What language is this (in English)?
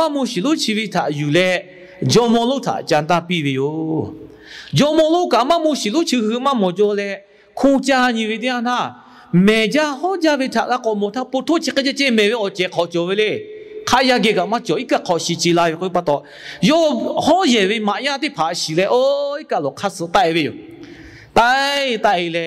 Lahu